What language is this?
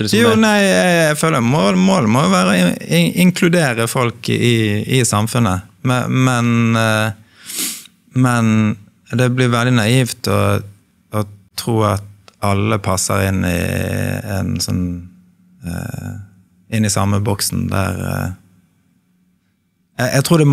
Norwegian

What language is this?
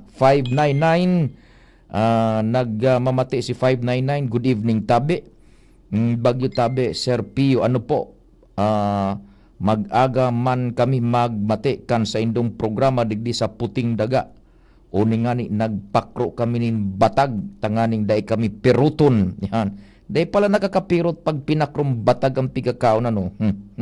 Bikol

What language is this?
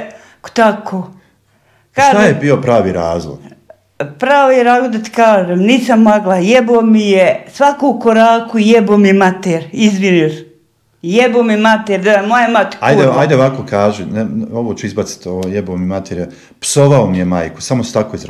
Bosnian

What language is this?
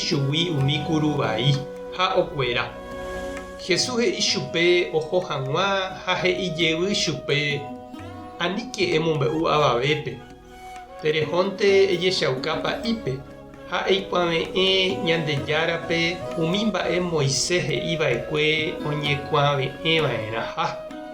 Guarani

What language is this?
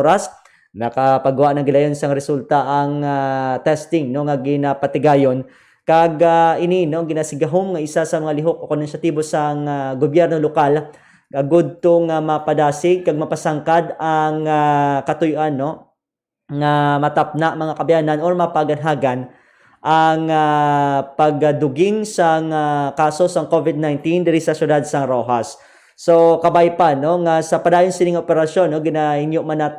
Hiligaynon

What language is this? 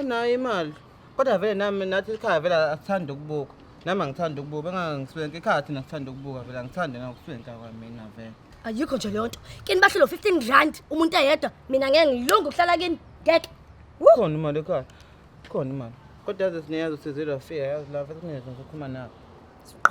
Zulu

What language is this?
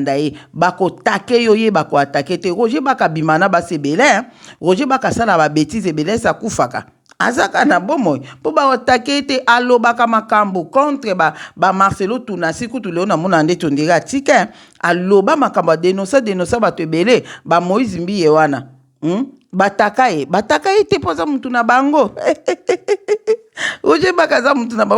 Lingala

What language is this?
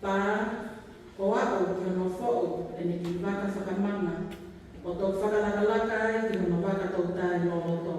Tongan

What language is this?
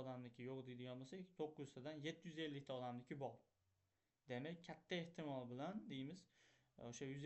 Uzbek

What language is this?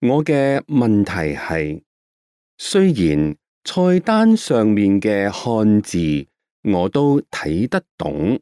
Cantonese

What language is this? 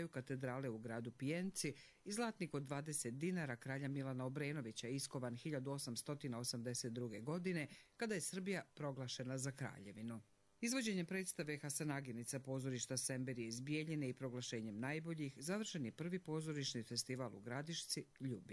Croatian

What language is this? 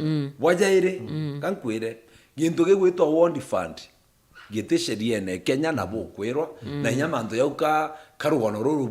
Meru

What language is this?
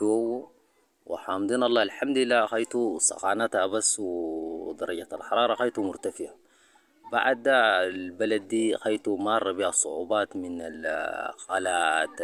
Sudanese Arabic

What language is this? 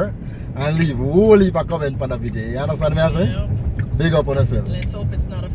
Jamaican Creole English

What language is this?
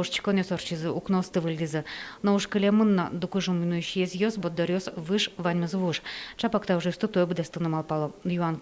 Udmurt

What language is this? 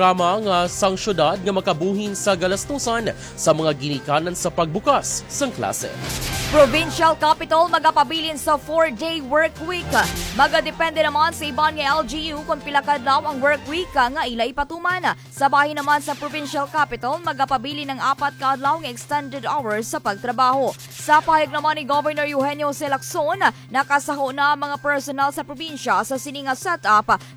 Hiligaynon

